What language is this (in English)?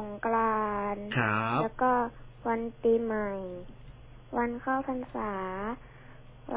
Thai